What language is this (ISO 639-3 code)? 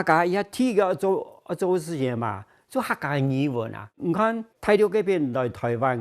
hak